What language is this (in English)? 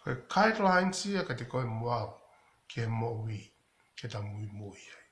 Tongan